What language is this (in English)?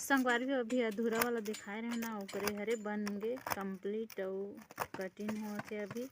Chhattisgarhi